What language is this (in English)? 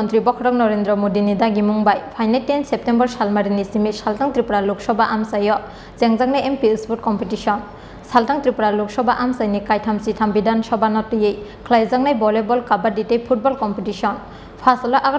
Kok Borok